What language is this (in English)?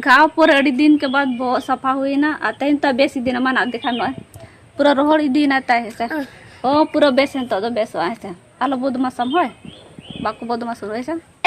Santali